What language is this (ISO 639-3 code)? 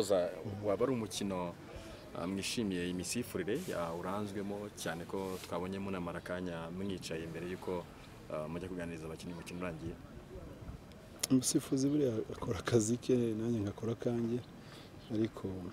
kin